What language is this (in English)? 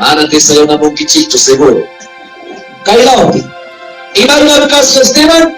Ayacucho Quechua